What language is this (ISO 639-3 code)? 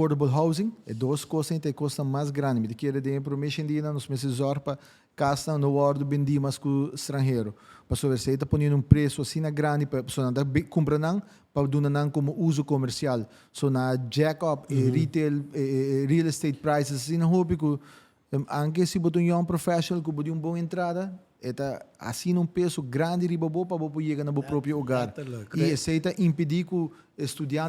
pap